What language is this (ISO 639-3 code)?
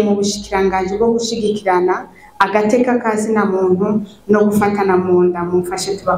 run